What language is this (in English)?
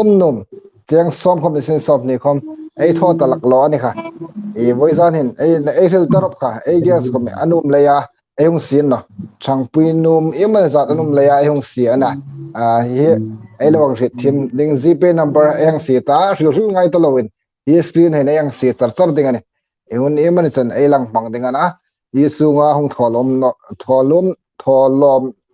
Hmar